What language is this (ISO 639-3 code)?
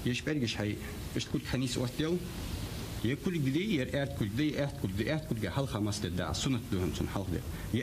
inh